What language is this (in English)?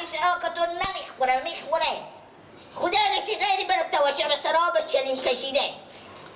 Persian